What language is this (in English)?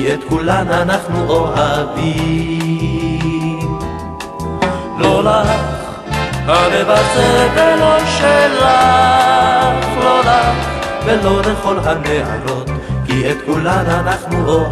Hebrew